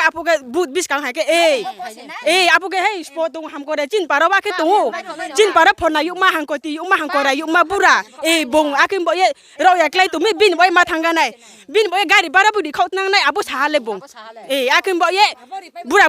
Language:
Riang (India)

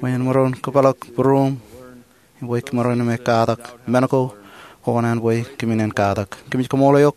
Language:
Marshallese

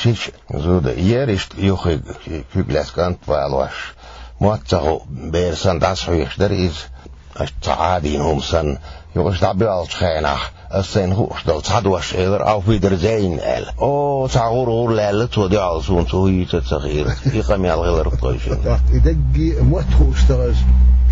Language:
Chechen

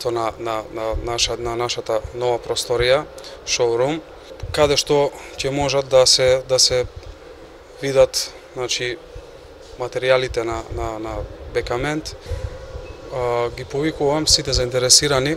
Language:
Macedonian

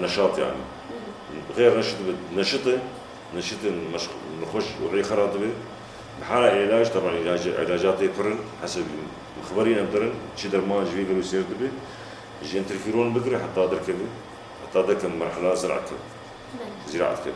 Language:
Kurdish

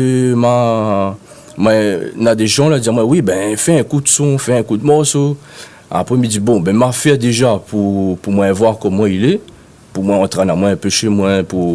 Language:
Réunion Creole French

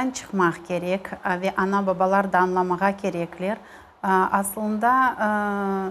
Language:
Crimean Tatar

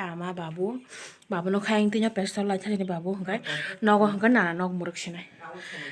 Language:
Kok Borok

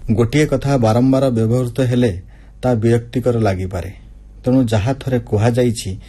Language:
Odia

